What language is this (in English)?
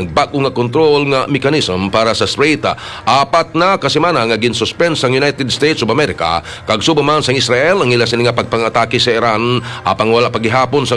Hiligaynon